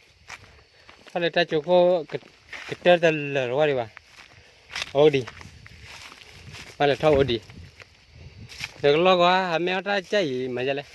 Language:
S'gaw Karen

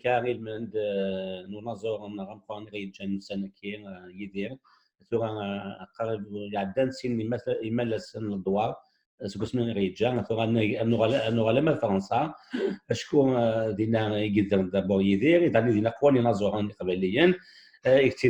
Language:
Kabyle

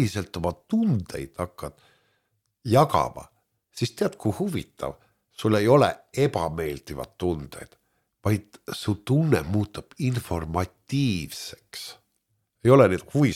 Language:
Estonian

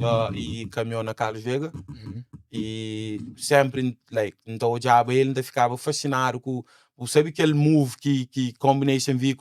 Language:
Kabuverdianu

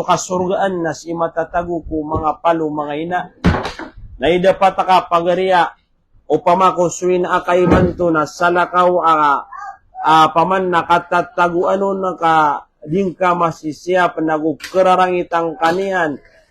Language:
Maranao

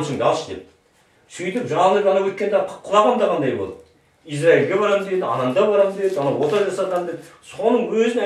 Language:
Kazakh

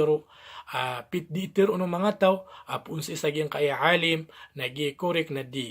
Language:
Maranao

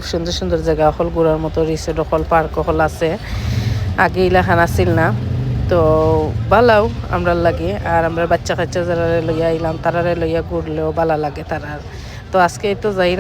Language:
Sylheti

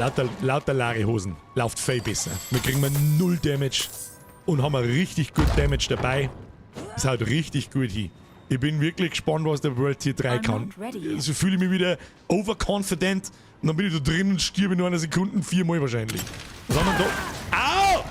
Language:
Bavarian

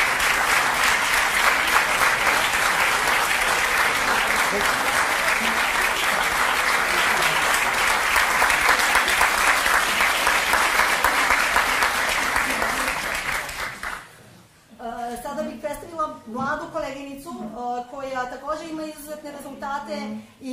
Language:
Serbian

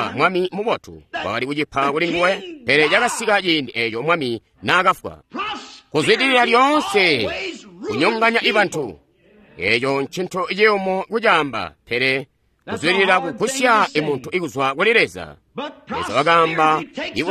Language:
Tonga (Zambia)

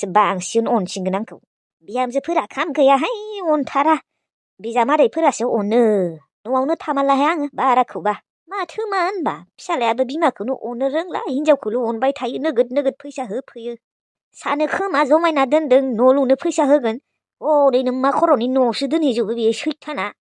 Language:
Bodo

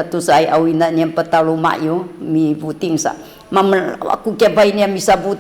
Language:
Sakizaya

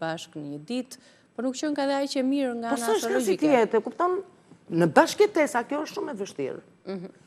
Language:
Albanian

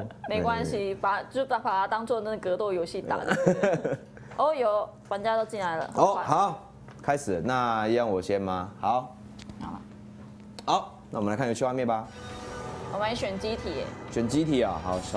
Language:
Chinese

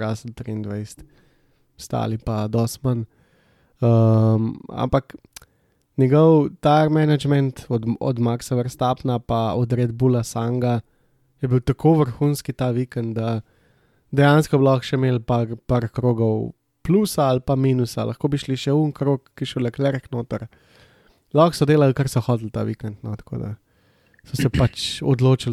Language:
Slovenian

